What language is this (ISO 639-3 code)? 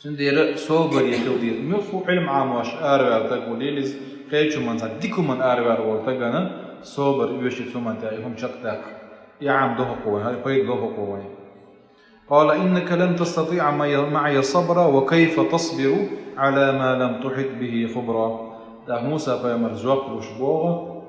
che